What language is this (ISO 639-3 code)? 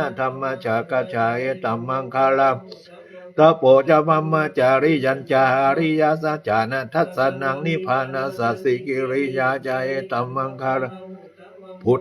pli